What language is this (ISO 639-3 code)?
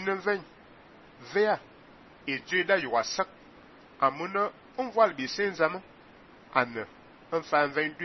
fan